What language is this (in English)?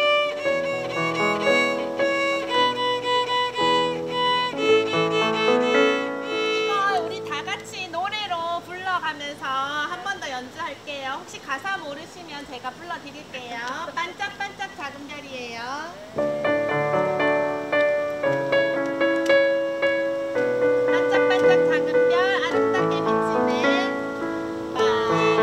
Korean